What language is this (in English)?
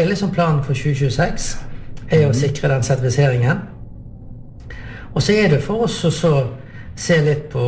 Norwegian